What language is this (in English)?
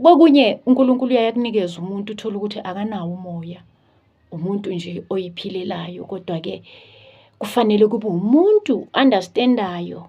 Zulu